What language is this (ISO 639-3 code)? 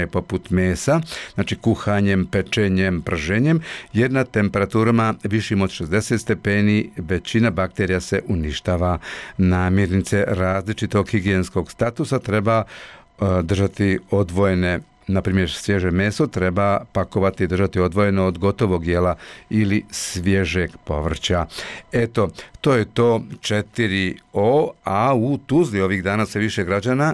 bos